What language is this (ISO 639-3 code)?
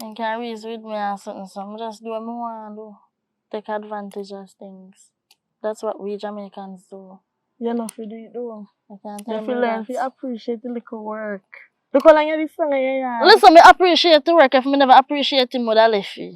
jam